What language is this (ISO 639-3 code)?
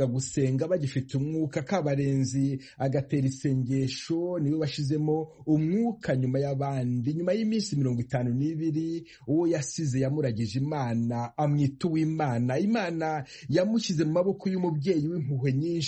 kin